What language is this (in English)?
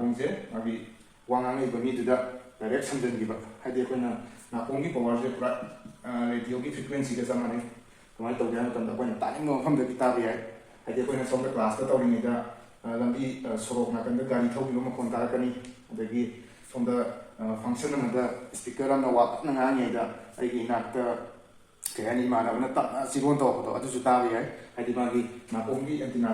Manipuri